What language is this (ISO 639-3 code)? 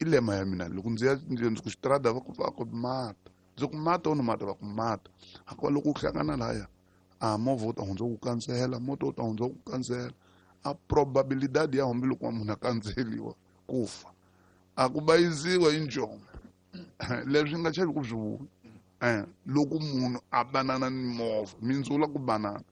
tso